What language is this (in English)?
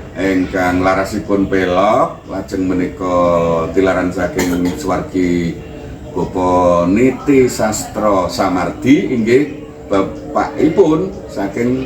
Javanese